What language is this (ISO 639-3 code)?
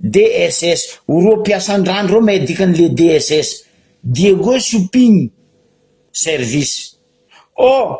mlg